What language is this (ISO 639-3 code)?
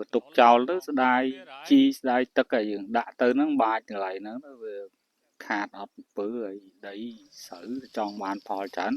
khm